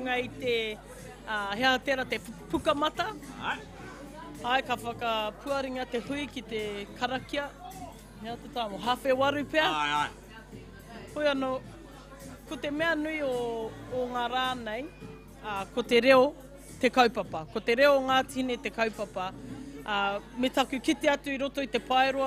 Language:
Māori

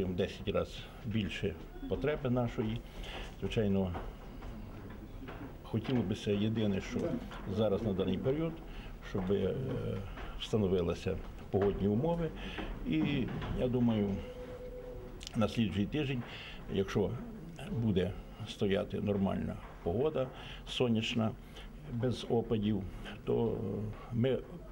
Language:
Ukrainian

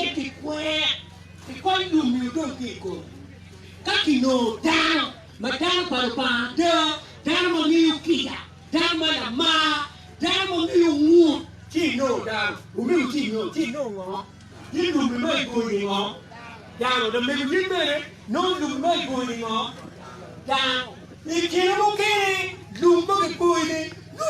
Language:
Acoli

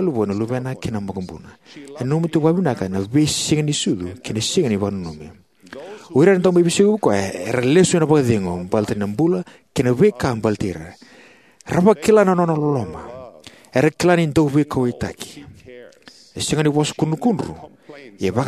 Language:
Fijian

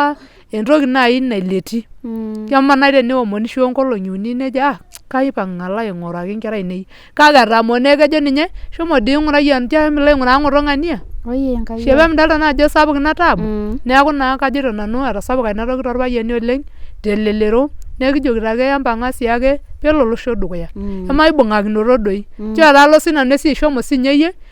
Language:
Masai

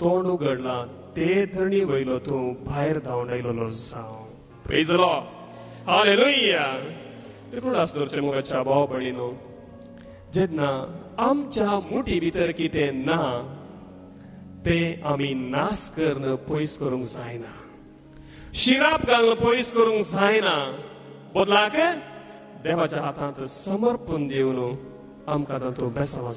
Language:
Konkani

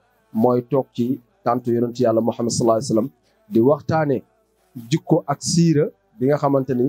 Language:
Wolof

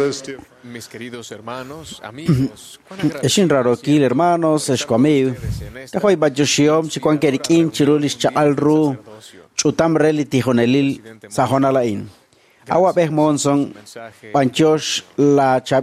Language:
Kekchí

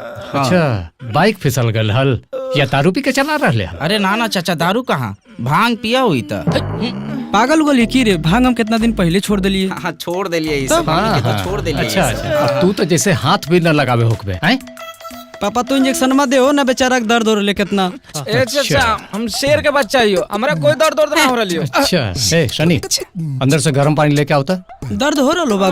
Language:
Magahi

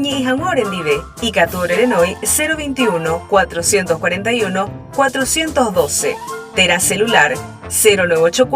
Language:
Guarani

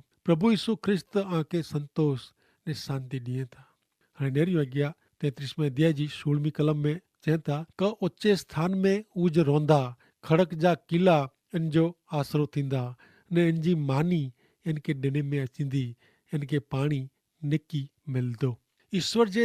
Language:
Kachhi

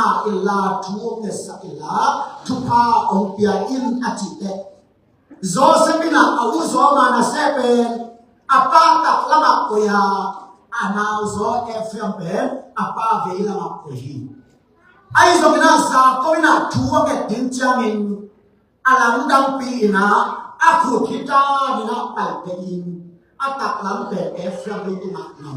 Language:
Tedim Chin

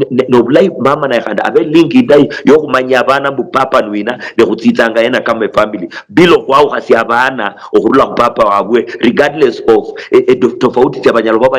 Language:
Luyia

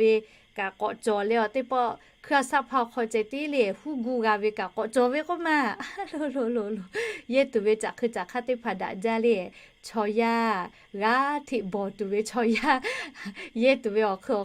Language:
Lahu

